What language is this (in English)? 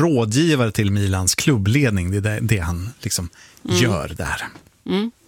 Swedish